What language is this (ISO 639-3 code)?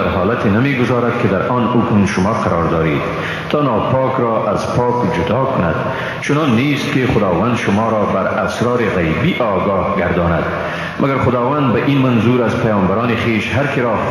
fas